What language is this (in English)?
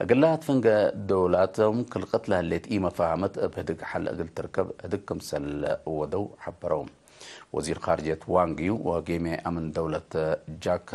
Tigre